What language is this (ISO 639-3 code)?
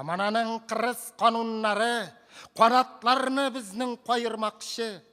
tat